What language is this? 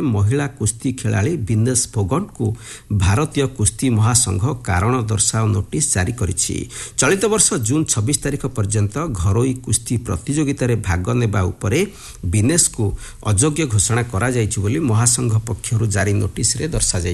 Odia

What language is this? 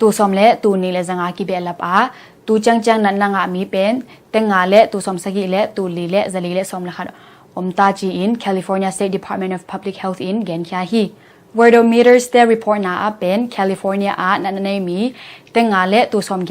Tedim Chin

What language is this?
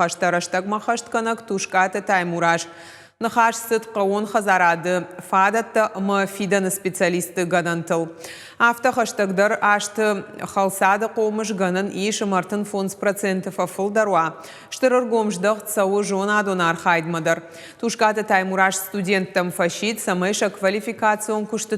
Ossetic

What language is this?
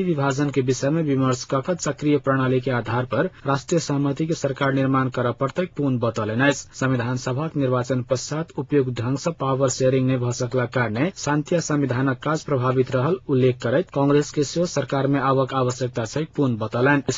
Maithili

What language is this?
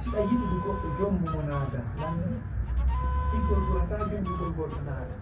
Fula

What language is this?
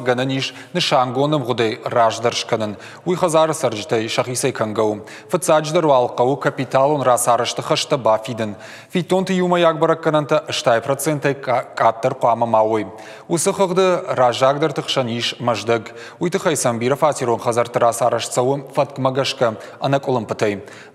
Ossetic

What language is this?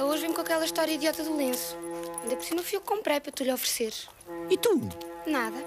Portuguese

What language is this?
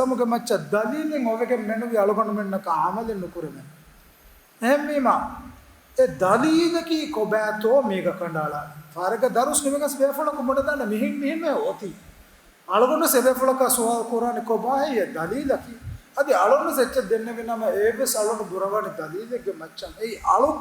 Divehi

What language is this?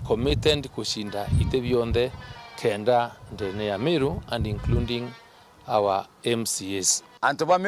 Meru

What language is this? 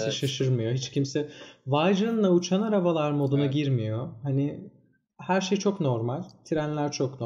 Turkish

